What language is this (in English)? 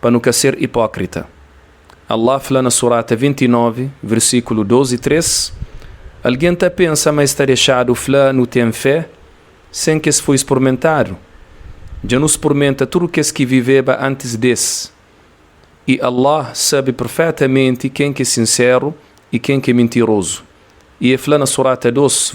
Kabuverdianu